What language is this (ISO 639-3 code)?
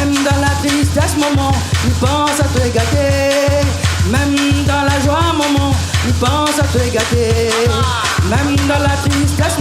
rcf